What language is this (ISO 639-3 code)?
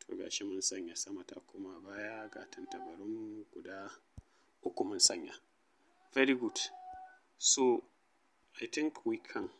hau